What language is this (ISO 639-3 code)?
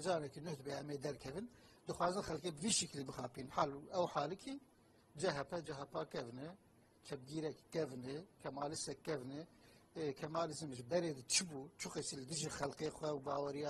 kur